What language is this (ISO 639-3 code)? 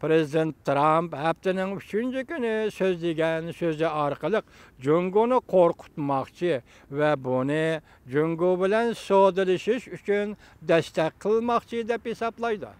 uig